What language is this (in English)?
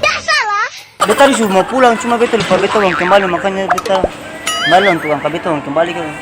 Ambonese Malay